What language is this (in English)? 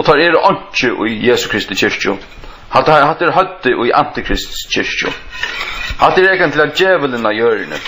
Faroese